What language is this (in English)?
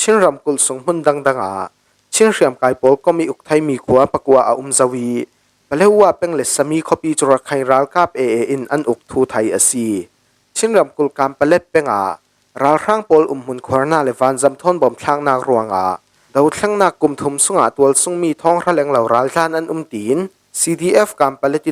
Falam Chin